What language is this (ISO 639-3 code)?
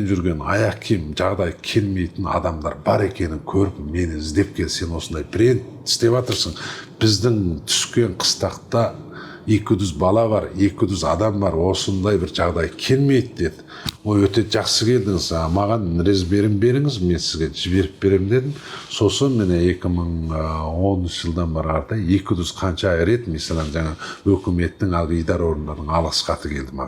kaz